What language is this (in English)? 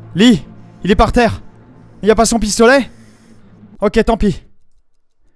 French